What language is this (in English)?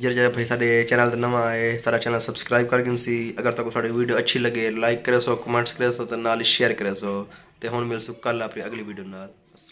Saraiki